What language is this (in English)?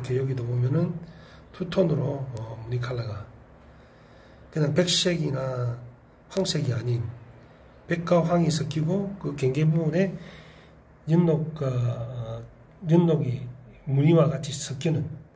Korean